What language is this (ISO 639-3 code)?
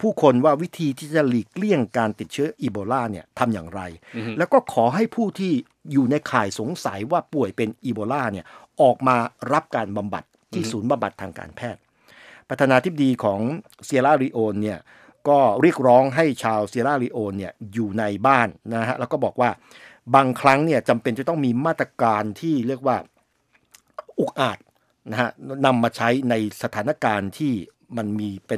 tha